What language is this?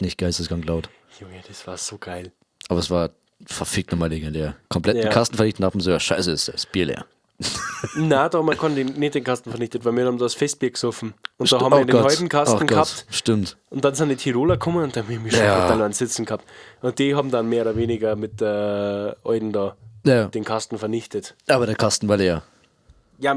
Bavarian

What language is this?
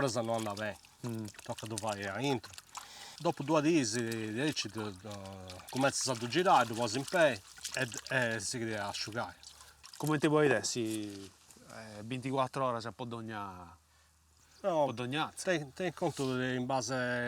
Sardinian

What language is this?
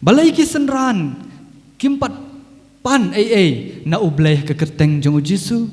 Khasi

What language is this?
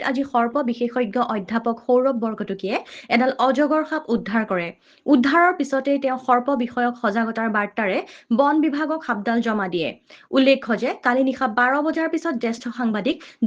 Assamese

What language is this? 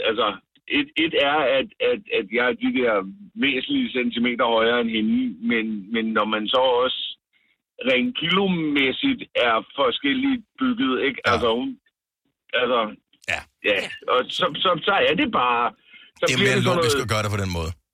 Danish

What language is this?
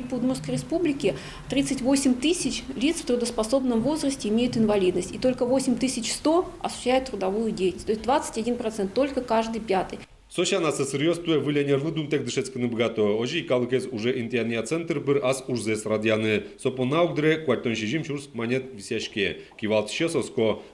Udmurt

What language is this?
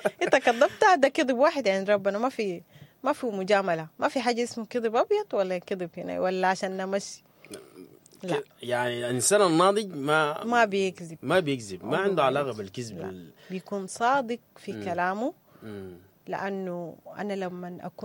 Sudanese Arabic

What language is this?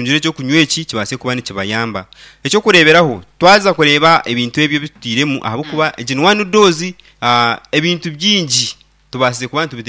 Nyankole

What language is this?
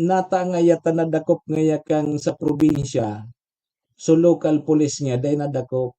Bikol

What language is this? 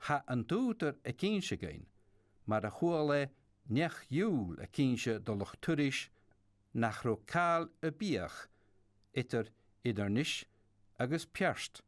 Scottish Gaelic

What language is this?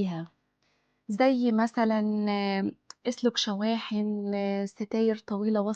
Egyptian Arabic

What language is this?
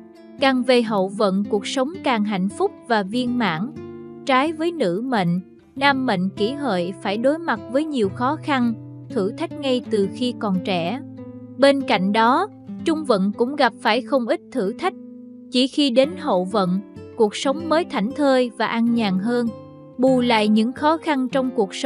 Vietnamese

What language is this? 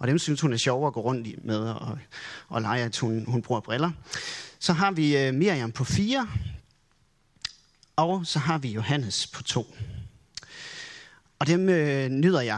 Danish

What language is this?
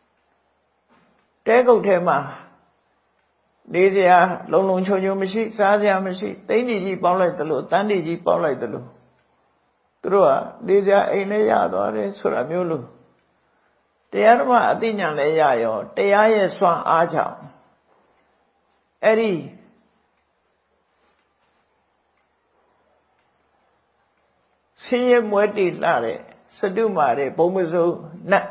Burmese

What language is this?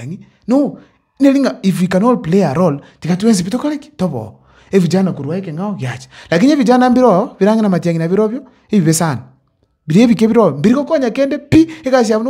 Gusii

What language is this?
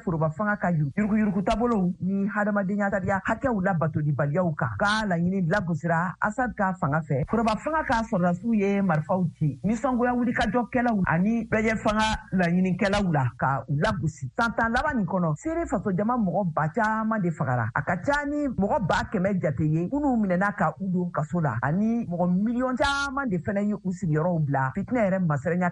Bambara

